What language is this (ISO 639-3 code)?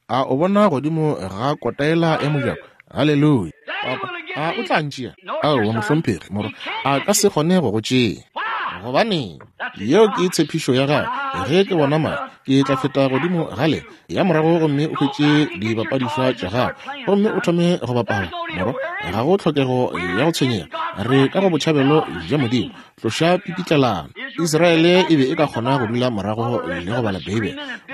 nso